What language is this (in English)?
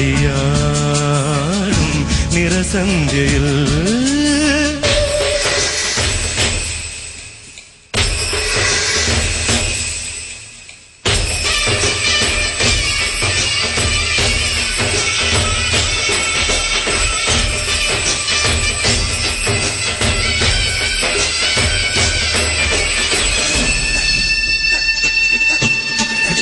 Malayalam